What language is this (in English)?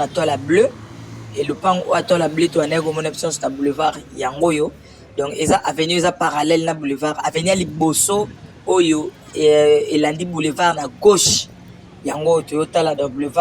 Lingala